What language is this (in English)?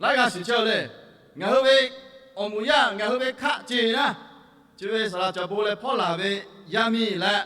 Lahu